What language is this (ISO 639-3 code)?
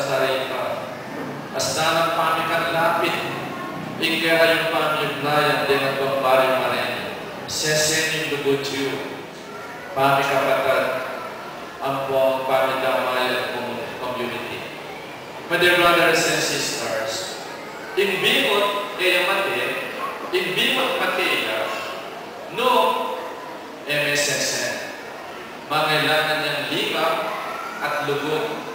pam